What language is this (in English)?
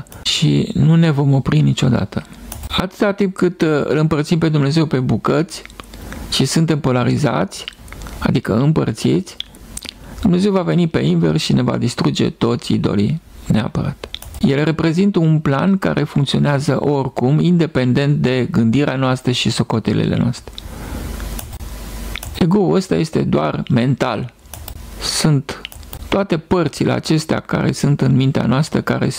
Romanian